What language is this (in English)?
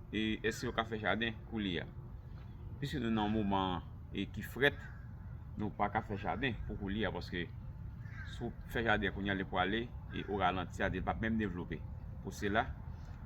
Haitian Creole